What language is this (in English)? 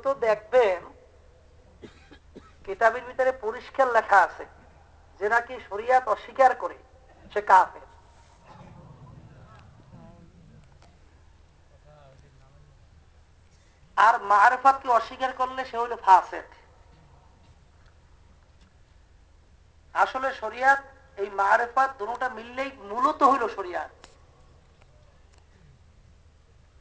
Bangla